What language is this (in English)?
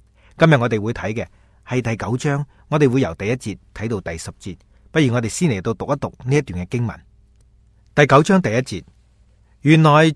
Cantonese